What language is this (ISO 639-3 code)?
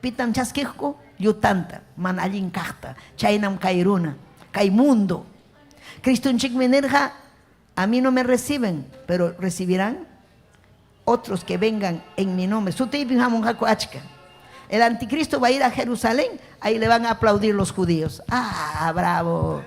quy